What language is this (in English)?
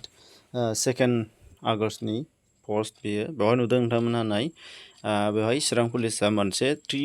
Bodo